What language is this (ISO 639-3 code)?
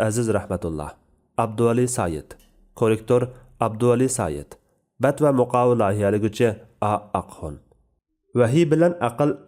uig